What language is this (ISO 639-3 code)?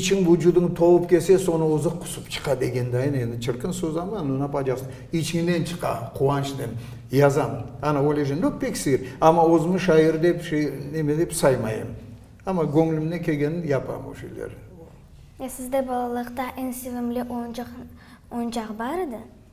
crh